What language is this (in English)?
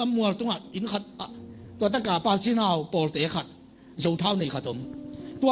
Tedim Chin